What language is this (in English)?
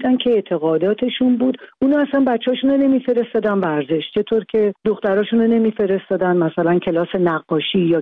Persian